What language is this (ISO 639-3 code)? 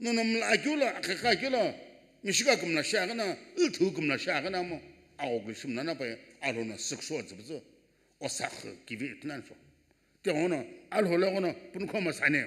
nsm